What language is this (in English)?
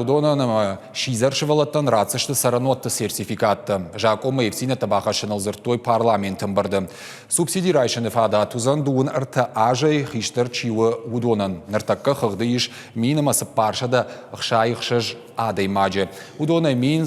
Ossetic